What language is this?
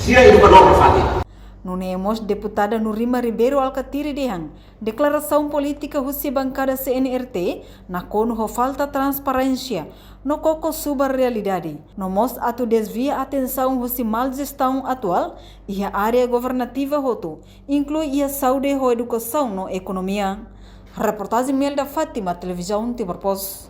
Tetum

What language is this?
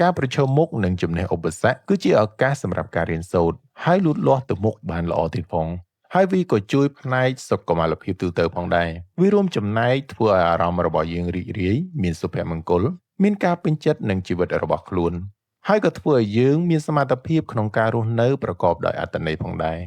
Khmer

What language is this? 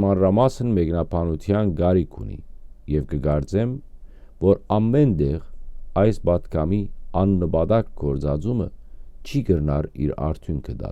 Western Armenian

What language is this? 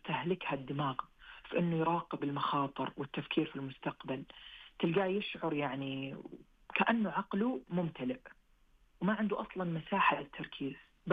Najdi Arabic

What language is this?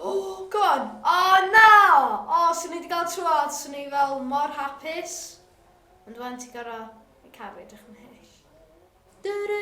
Welsh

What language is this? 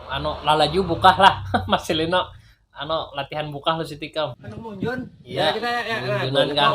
Banjar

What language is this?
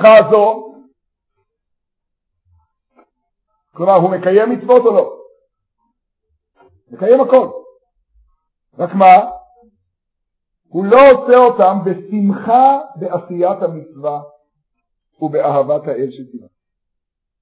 Hebrew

